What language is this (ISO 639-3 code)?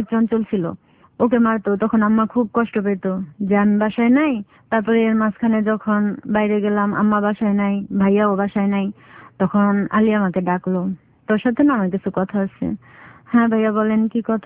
ben